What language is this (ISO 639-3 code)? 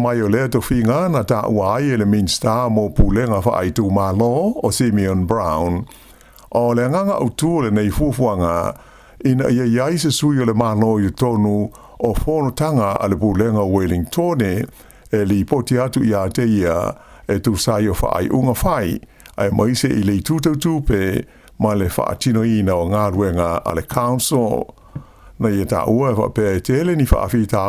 smo